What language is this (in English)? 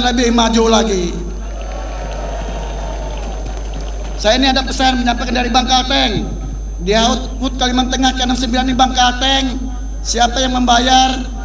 Indonesian